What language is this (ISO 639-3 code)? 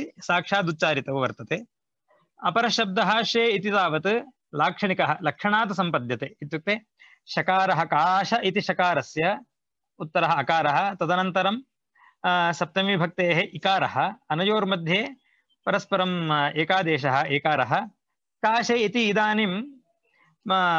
san